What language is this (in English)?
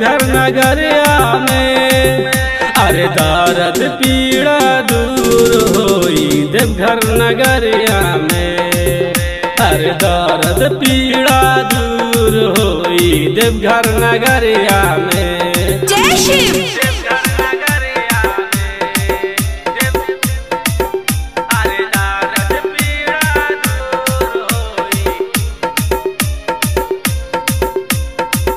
Bhojpuri